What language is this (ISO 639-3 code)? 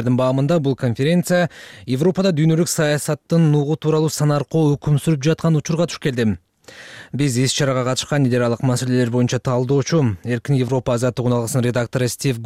kir